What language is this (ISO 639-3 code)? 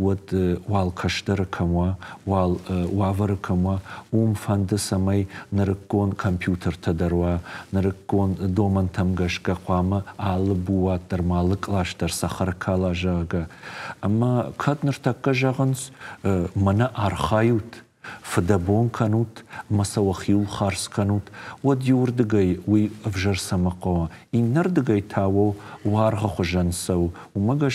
oss